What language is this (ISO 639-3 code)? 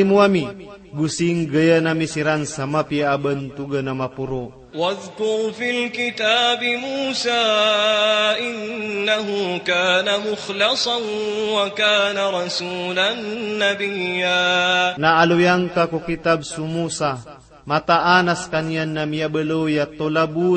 mrw